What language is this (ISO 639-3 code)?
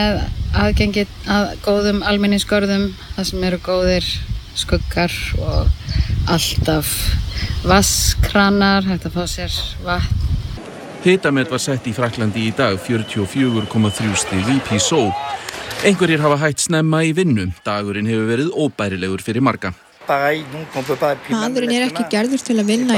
isl